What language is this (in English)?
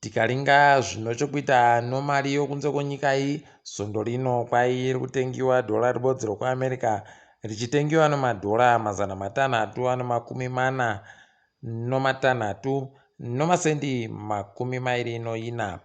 Ndau